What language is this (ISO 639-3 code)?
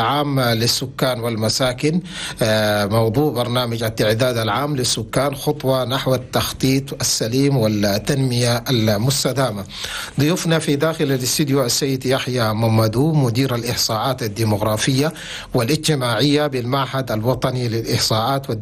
shu